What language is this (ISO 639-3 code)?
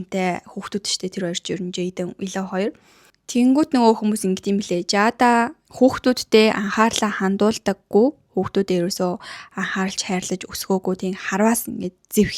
mon